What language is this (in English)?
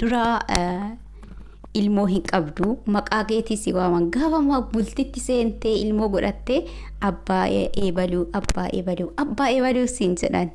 Oromo